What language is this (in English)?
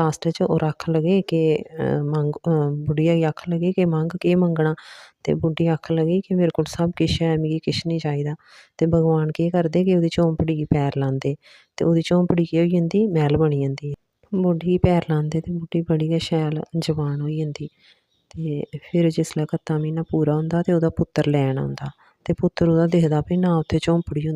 Dogri